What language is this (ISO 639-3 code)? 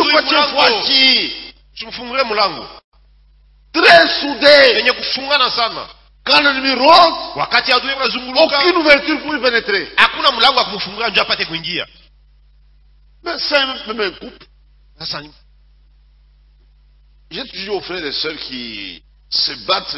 swa